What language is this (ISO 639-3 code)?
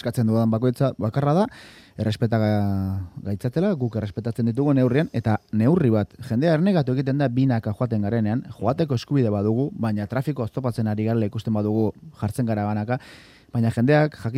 eus